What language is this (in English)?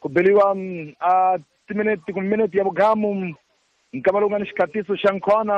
Tsonga